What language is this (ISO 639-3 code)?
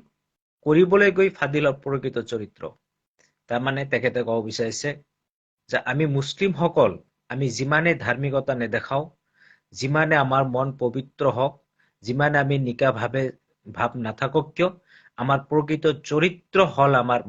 asm